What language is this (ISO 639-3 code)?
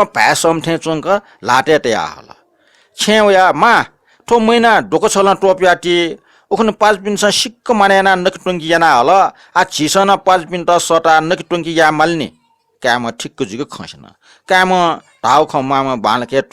new